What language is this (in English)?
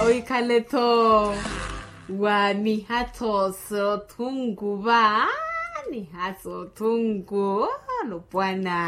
Makhuwa